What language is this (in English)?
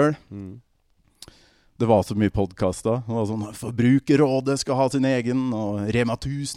Norwegian